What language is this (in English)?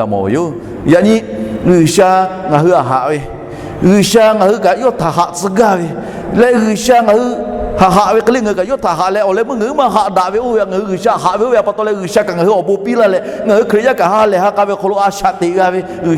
Lahu